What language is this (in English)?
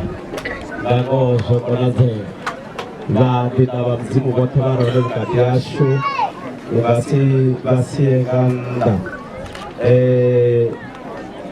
Venda